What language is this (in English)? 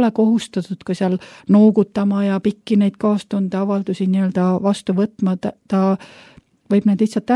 Estonian